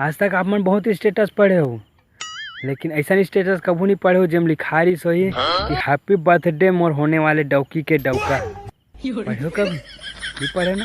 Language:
Chhattisgarhi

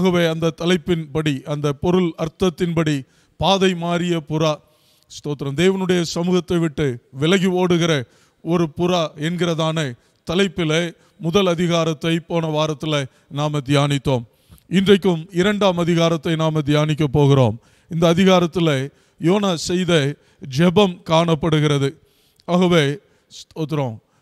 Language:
Tamil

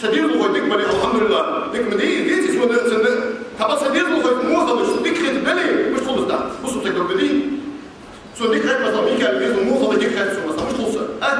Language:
Ingush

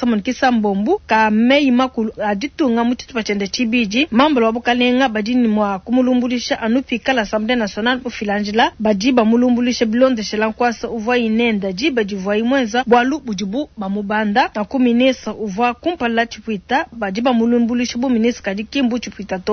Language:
Luba-Lulua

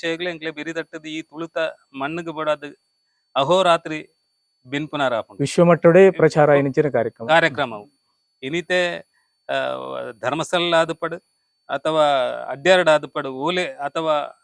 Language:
Tulu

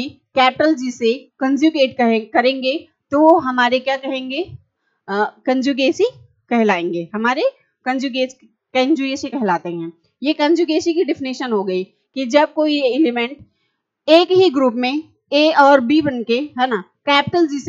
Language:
Hindi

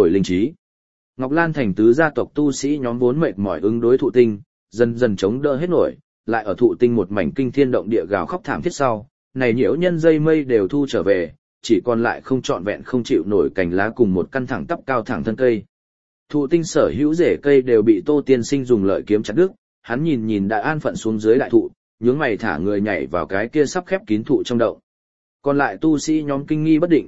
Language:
Vietnamese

